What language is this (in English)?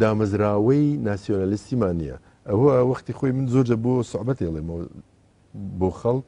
Central Kurdish